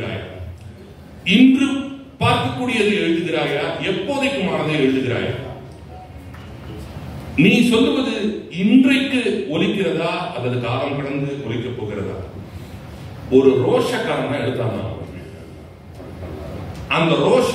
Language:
Tamil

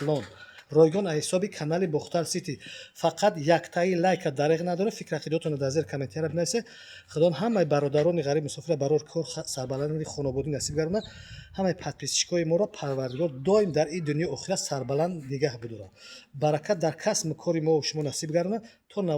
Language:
Tajik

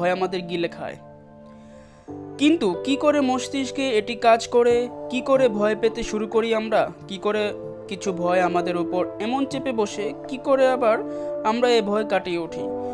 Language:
Bangla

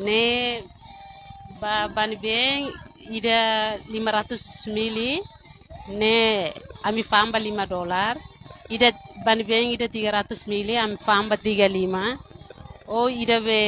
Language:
Tetum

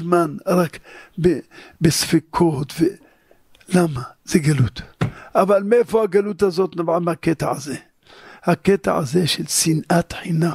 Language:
Hebrew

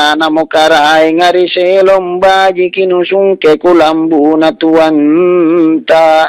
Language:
Makasar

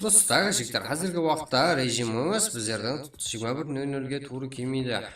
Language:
Kara-Kalpak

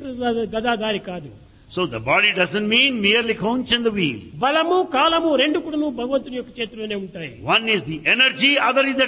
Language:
Telugu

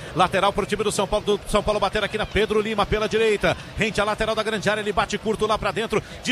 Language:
Portuguese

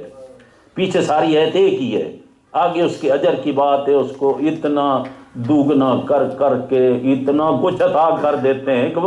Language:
Urdu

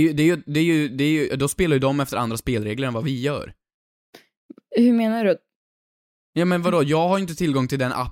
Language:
Swedish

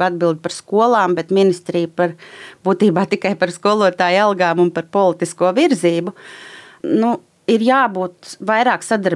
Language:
Latvian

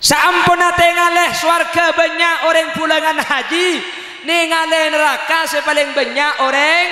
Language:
Madurese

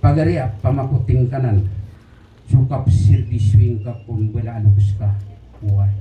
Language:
Maranao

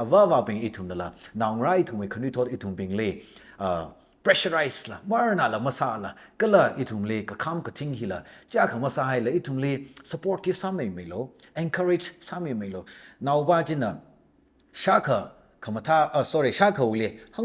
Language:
Tangkhul Naga (India)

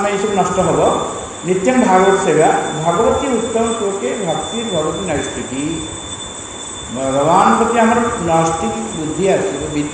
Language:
Odia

